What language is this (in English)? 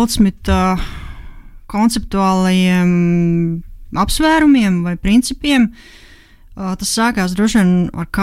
Latvian